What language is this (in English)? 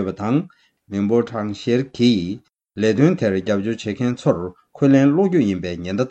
Tibetan